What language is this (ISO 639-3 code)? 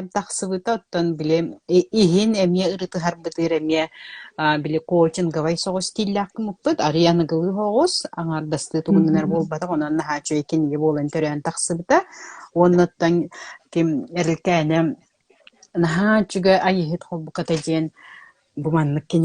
sah